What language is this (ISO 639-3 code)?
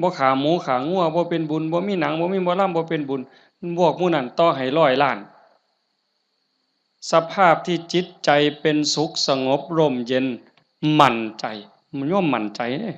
lao